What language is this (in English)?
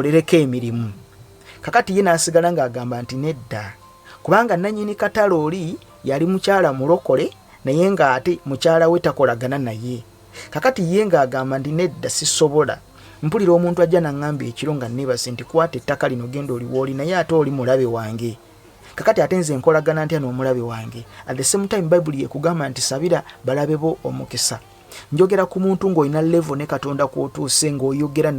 Ganda